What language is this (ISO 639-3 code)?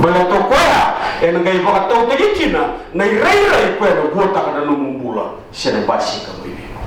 fij